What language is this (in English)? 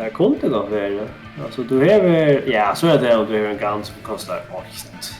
Faroese